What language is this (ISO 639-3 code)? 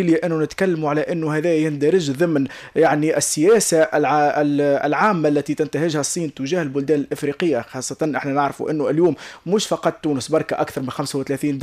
aeb